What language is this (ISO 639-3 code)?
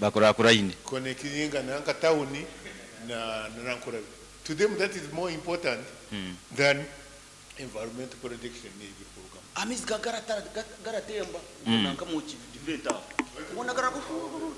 nyn